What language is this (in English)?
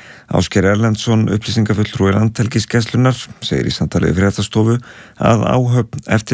Icelandic